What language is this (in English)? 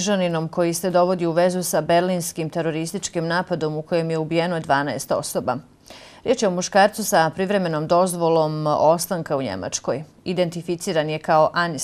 Bosnian